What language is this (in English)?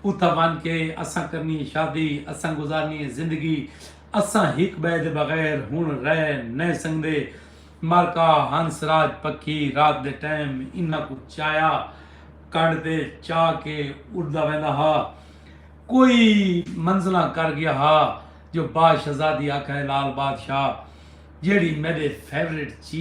Saraiki